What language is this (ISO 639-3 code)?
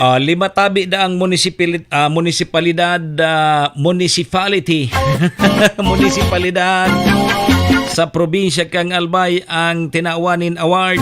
bik